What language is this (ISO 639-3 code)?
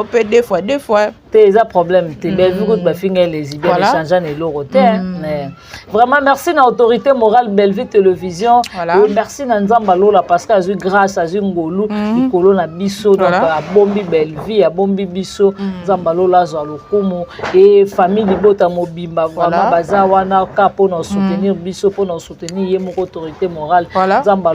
lin